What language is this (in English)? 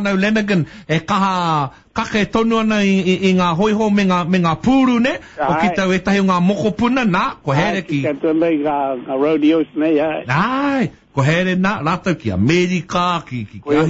Māori